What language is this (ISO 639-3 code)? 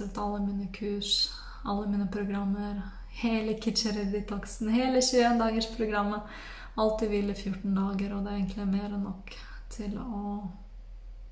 nor